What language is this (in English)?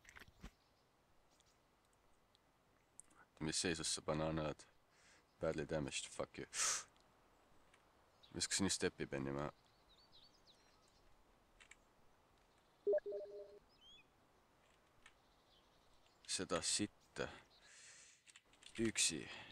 Estonian